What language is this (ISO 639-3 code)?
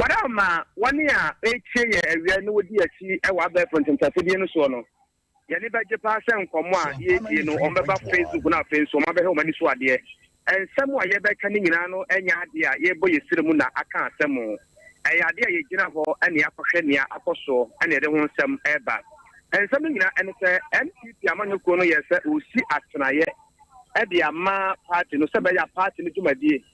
aka